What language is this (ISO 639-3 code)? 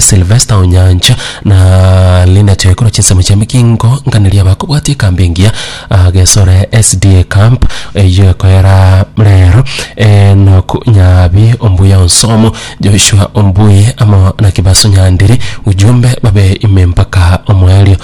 guz